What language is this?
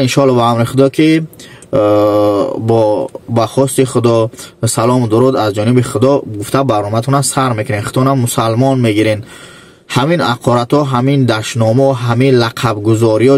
Tajik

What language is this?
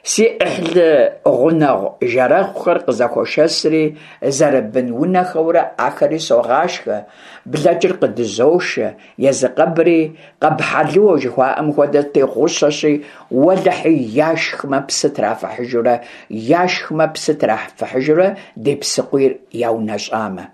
Kabardian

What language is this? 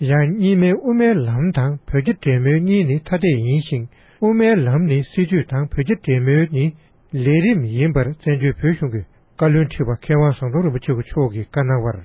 Tibetan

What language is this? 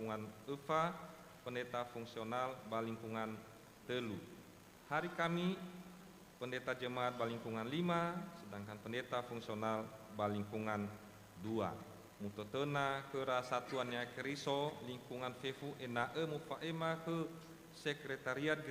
Nias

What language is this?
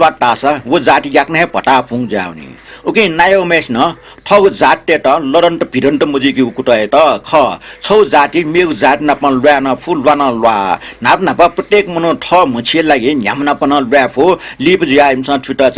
Newari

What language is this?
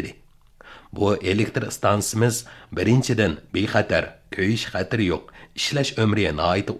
Uyghur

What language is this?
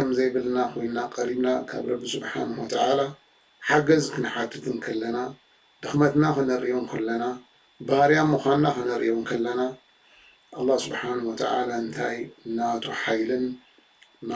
Tigrinya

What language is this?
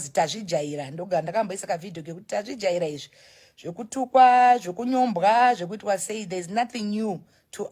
Shona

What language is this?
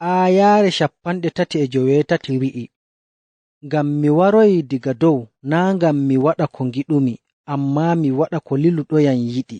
Nigerian Fulfulde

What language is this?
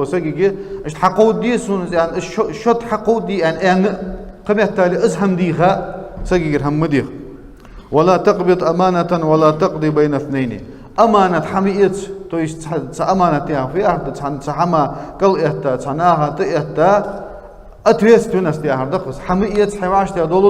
Ingush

